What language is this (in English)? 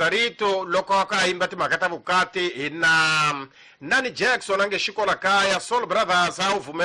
Tsonga